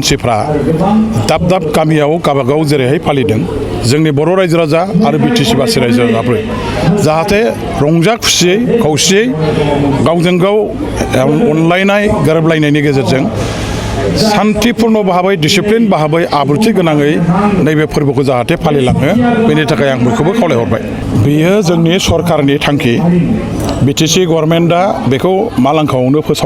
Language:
Bodo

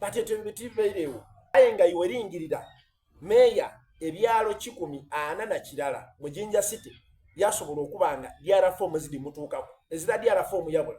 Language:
Soga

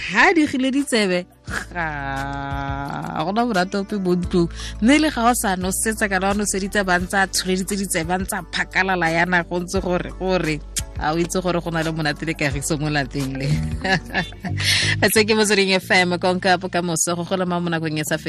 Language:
Tswana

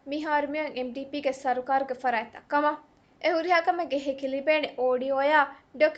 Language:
Divehi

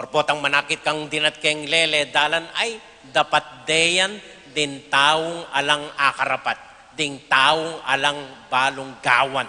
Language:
Pampanga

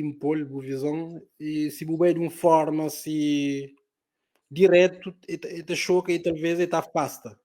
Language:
Kabuverdianu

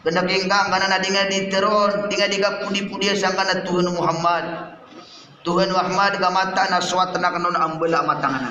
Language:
Maranao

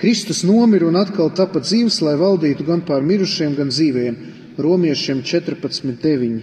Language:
Latvian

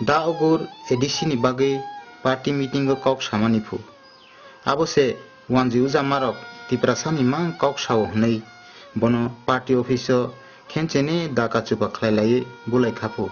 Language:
Kok Borok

